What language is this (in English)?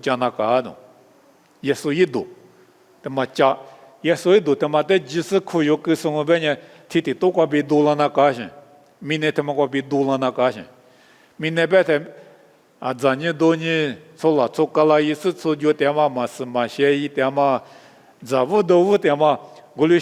Lisu